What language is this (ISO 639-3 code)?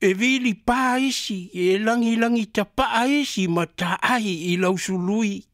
smo